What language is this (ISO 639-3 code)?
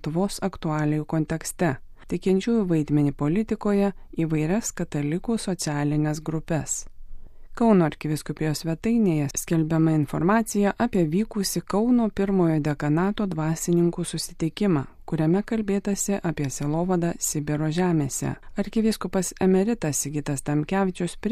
lit